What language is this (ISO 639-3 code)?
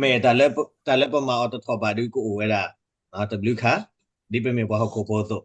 ksw